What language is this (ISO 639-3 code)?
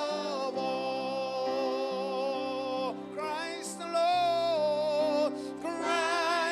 fij